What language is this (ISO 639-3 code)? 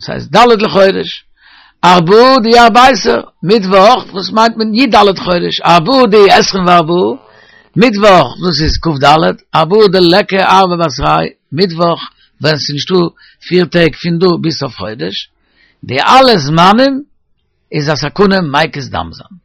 yid